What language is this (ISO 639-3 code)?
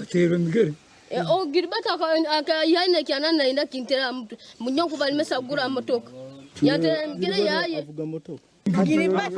nyn